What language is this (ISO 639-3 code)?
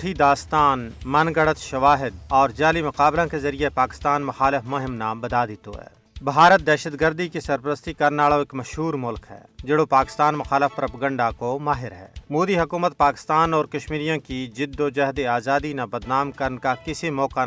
gju